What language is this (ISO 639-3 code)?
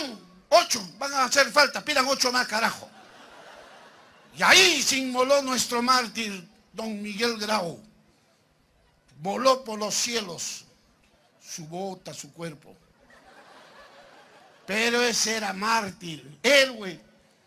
spa